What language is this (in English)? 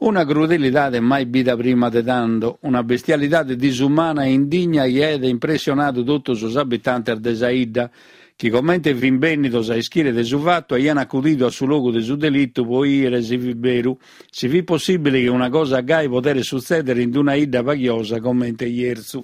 Sardinian